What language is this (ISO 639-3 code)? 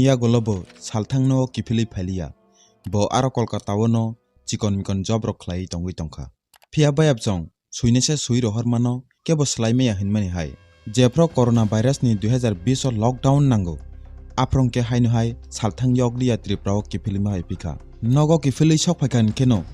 trp